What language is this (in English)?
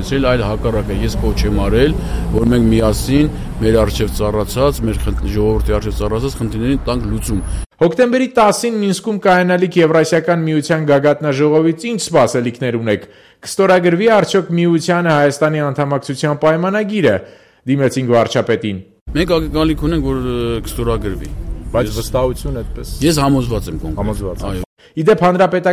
Armenian